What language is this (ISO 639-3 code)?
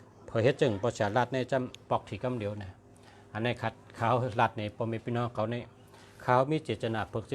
shn